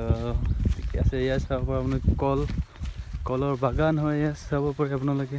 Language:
Assamese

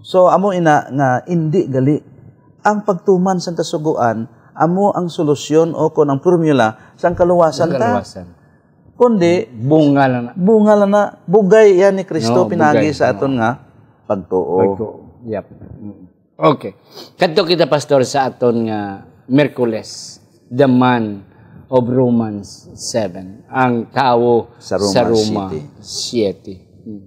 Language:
Hiligaynon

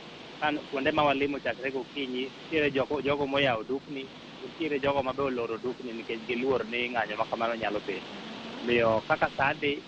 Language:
Luo (Kenya and Tanzania)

